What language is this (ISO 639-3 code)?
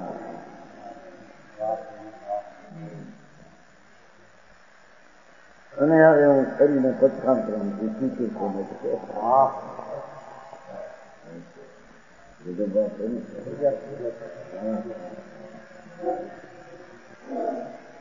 guj